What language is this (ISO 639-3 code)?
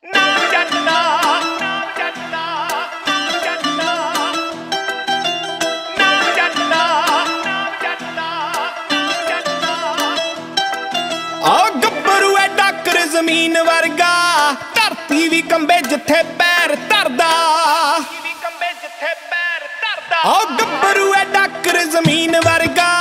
pan